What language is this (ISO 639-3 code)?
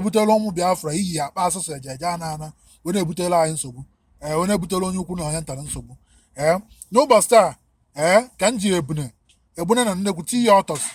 ibo